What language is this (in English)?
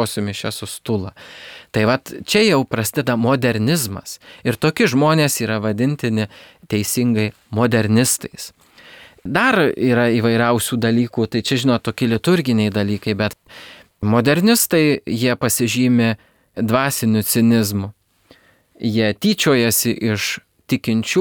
Lithuanian